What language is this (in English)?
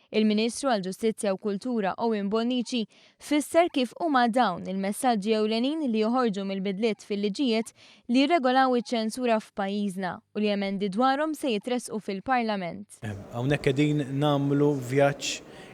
Maltese